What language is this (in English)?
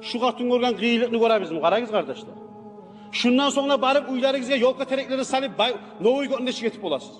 Kumyk